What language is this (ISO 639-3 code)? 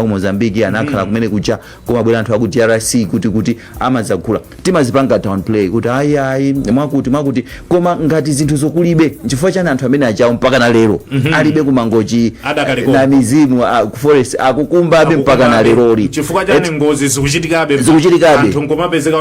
nya